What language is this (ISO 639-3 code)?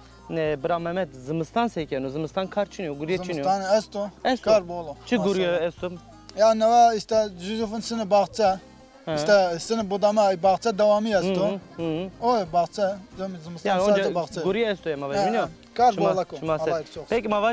zza